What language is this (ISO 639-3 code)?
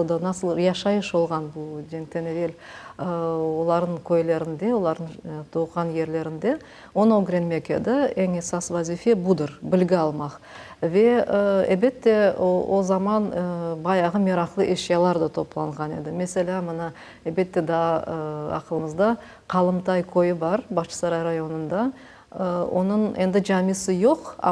crh